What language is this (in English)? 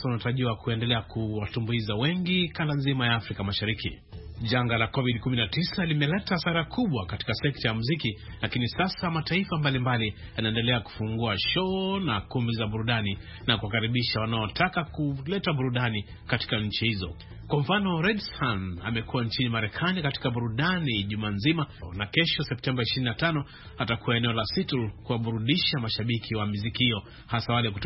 Swahili